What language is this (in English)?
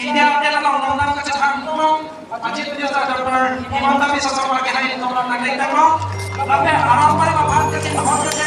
Karbi